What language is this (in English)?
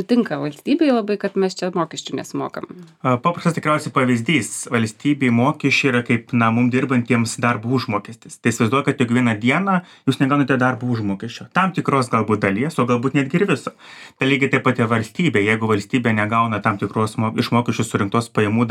Lithuanian